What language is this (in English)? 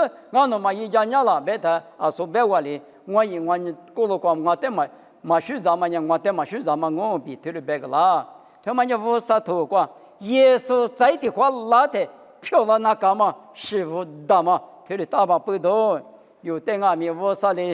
Lisu